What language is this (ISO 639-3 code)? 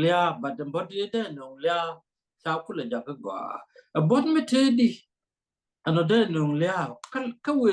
nus